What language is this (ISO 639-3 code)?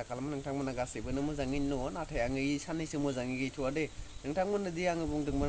brx